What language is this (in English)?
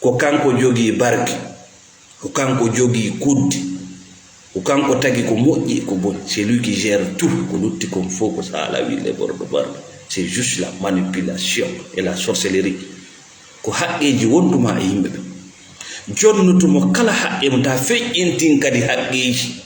Fula